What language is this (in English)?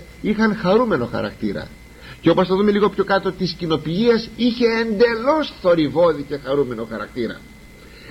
Greek